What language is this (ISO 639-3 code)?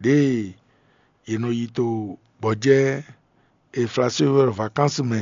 fon